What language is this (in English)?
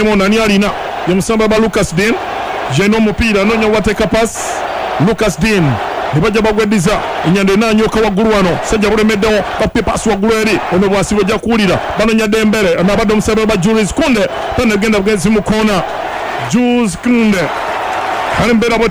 Ganda